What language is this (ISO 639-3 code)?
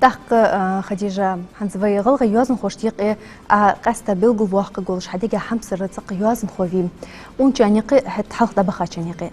inh